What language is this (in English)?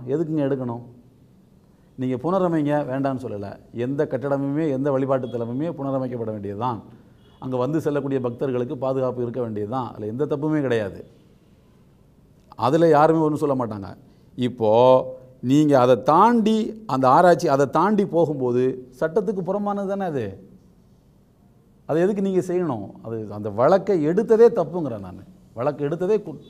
Tamil